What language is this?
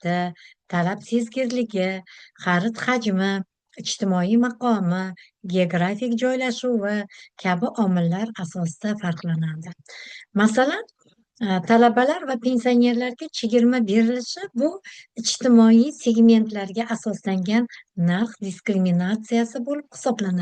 Uzbek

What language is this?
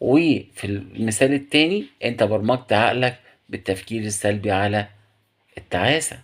Egyptian Arabic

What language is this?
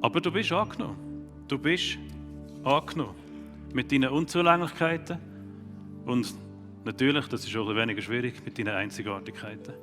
Swiss German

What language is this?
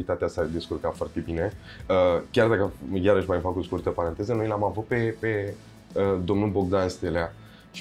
Romanian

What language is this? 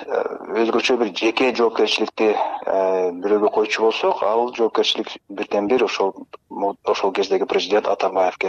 Kyrgyz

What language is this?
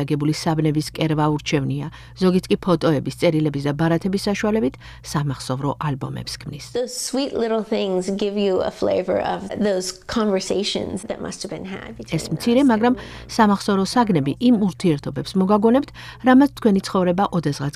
Georgian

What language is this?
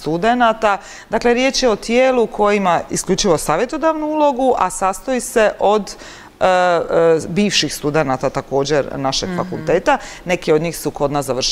Croatian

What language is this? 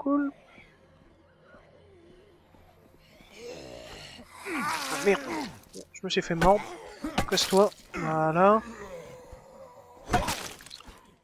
French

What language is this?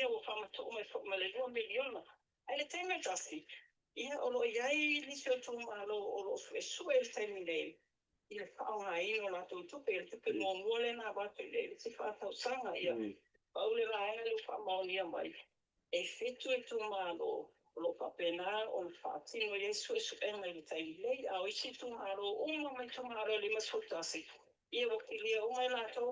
Samoan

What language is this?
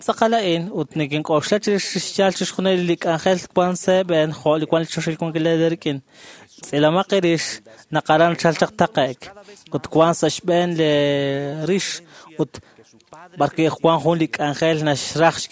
Kekchí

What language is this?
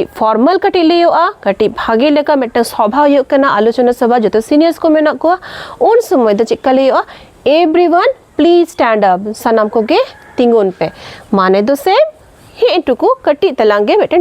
Santali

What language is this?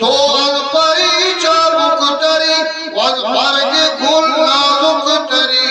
Eastern Balochi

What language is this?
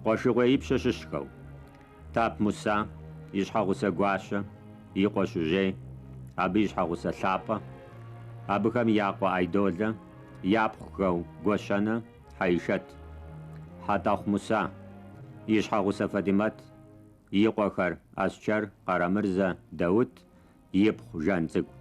Kabardian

